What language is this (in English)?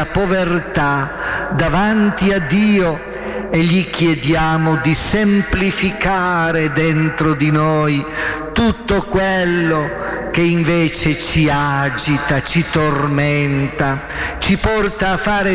Italian